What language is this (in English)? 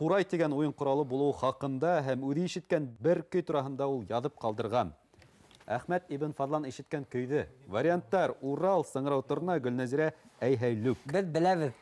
Bashkir